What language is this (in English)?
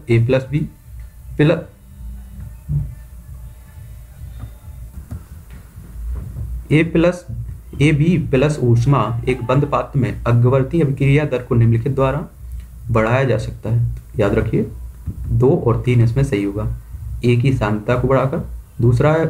Hindi